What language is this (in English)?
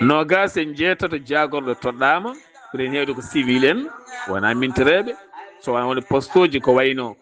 Fula